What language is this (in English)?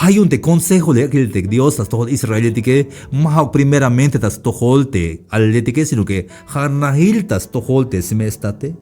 Tzeltal